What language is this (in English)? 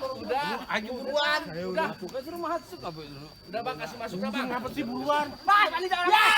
Betawi